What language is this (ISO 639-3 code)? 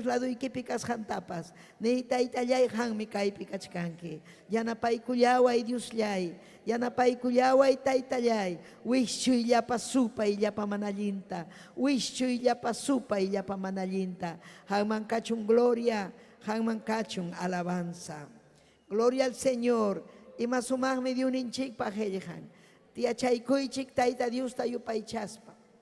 quy